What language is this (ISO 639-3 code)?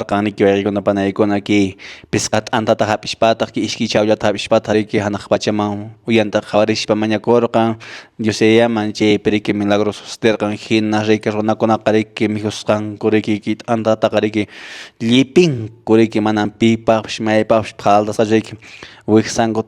que